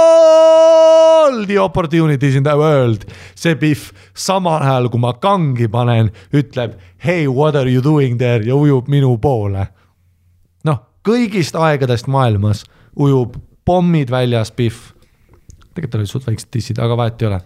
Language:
Estonian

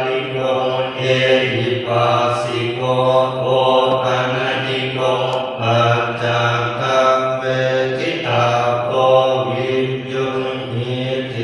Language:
Pali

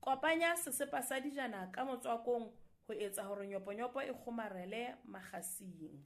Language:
Southern Sotho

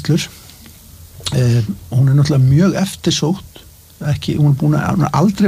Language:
Icelandic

